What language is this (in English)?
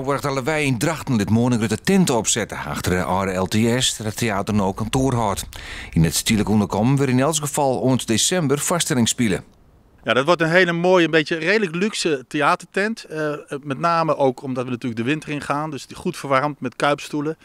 Western Frisian